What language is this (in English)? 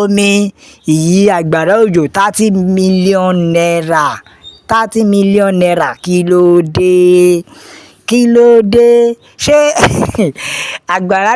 Yoruba